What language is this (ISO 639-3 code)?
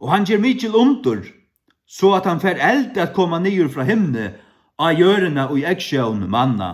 fao